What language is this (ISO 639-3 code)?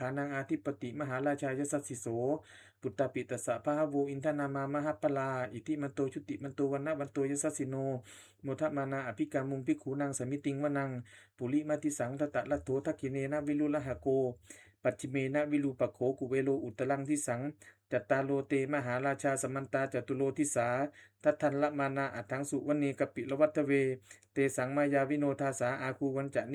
pli